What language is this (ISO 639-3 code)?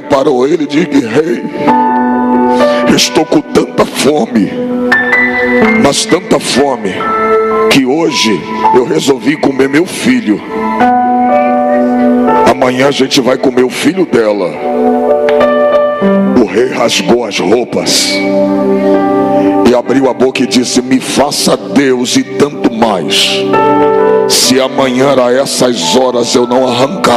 por